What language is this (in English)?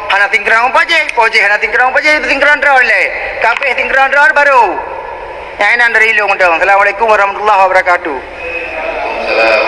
Achinese